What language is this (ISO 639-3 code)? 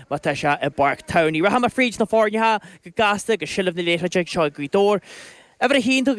gle